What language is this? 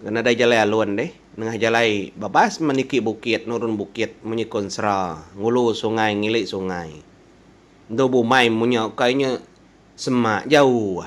Iban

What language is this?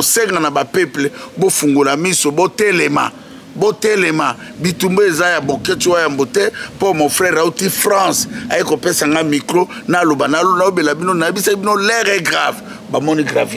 Lingala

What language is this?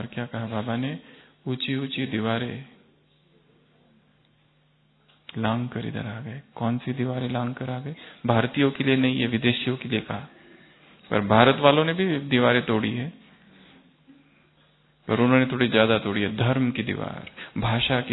Hindi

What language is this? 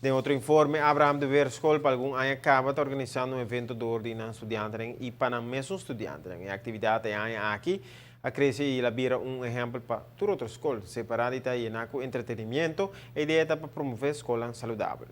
Papiamento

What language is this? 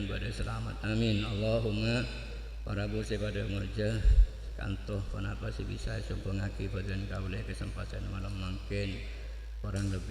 Madurese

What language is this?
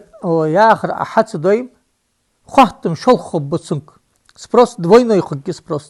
Ingush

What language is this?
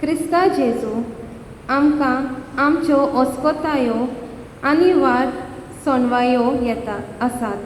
Konkani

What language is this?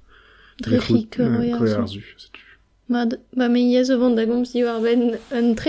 Breton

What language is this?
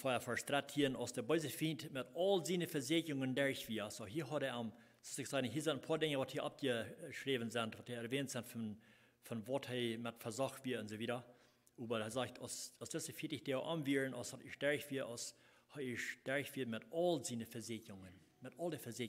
Plautdietsch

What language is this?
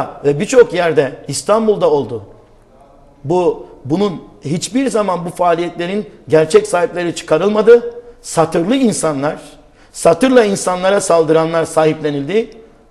Turkish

